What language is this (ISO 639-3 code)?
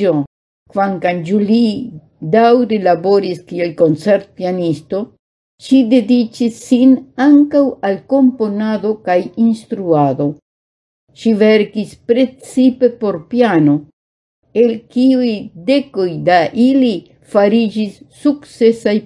epo